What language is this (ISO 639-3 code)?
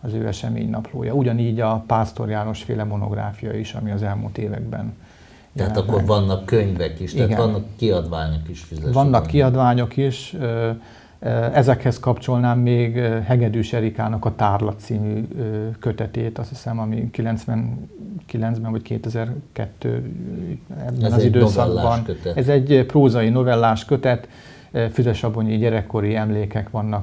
hun